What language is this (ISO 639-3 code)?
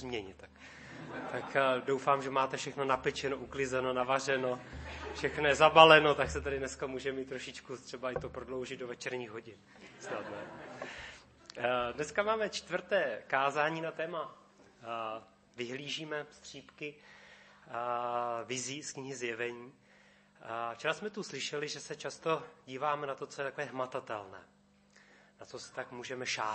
ces